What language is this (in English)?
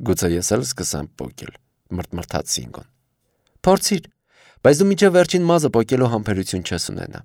Armenian